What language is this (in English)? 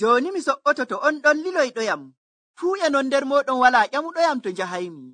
Nigerian Fulfulde